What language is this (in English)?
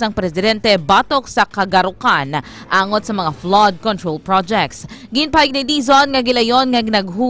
Hiligaynon